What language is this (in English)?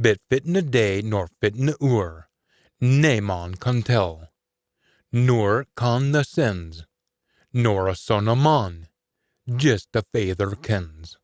Scots